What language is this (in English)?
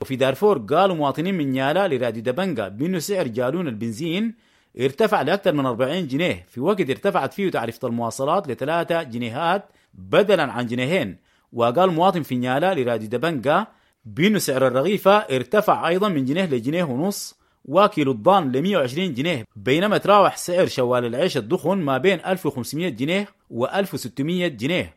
Sudanese Arabic